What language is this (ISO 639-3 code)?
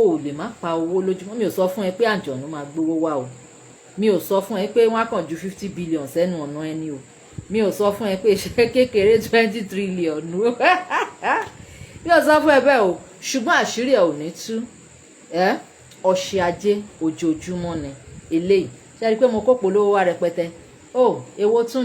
yor